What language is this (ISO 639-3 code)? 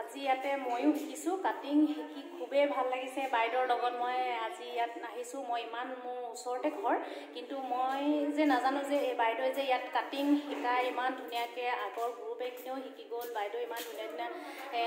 asm